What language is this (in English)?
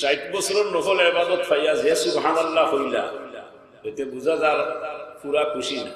Sylheti